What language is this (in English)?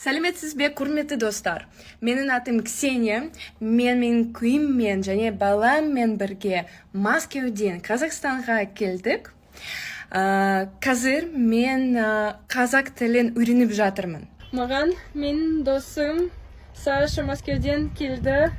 Kazakh